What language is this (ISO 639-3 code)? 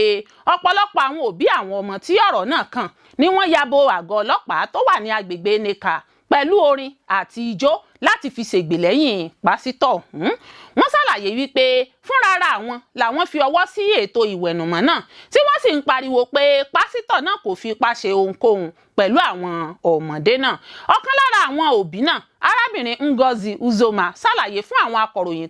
yor